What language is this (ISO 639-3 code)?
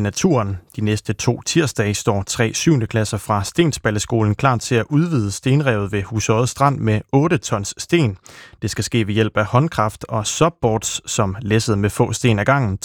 dan